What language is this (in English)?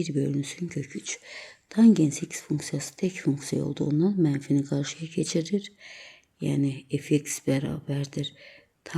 Azerbaijani